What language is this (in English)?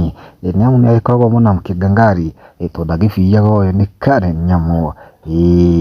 Kikuyu